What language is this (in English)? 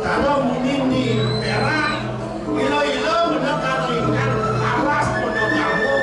Balinese